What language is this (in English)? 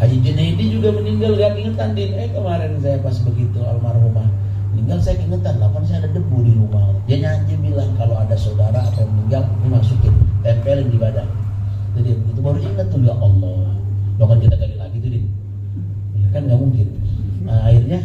Betawi